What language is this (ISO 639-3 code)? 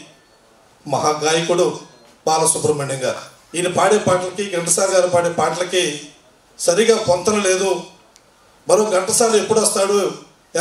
tel